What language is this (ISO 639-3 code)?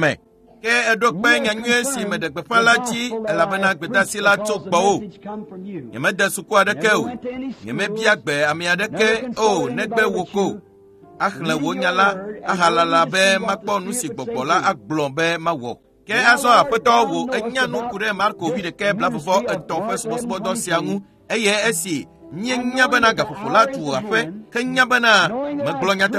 ewe